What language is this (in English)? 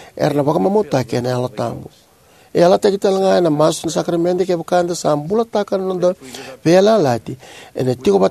Fijian